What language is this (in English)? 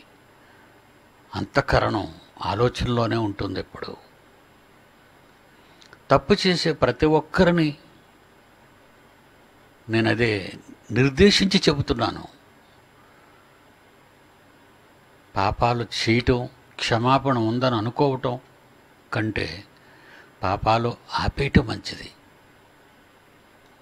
Telugu